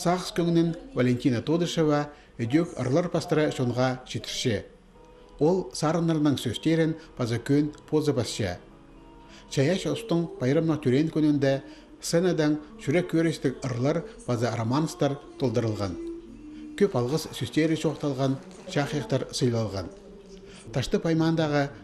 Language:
Khakas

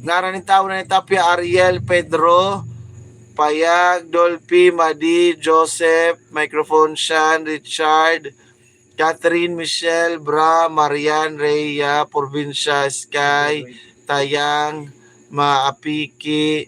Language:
Waray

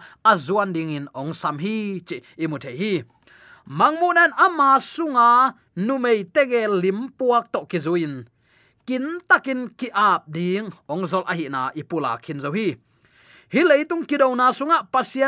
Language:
Tedim Chin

